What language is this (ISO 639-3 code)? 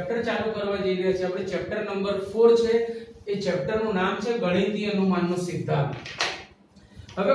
guj